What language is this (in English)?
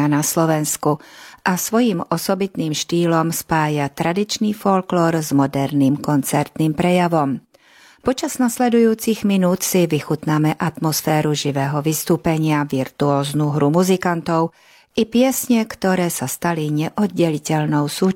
Slovak